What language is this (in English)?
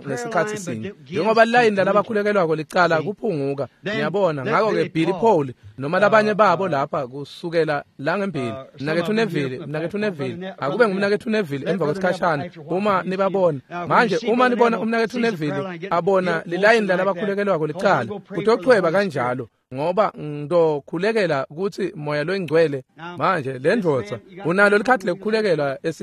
Swati